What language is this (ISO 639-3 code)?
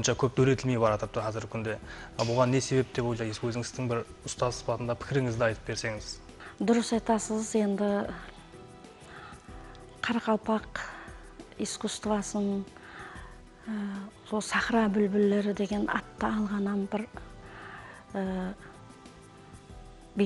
kaa